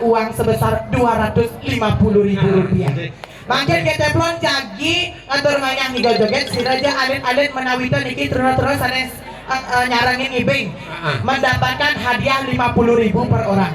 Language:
Balinese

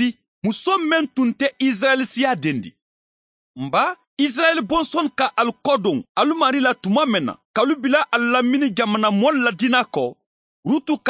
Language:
Bambara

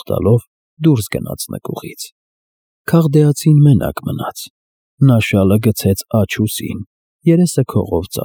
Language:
Armenian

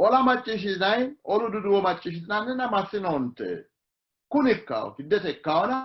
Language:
Sidamo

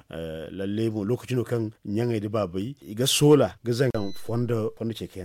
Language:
Zarma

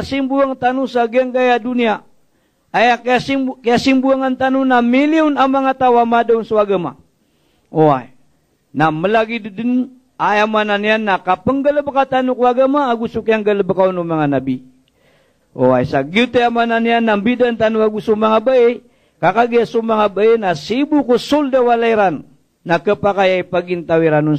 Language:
Maranao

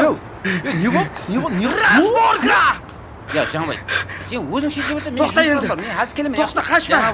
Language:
Kara-Kalpak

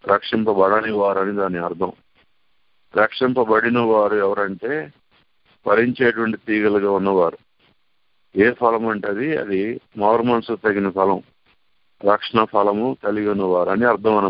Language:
Telugu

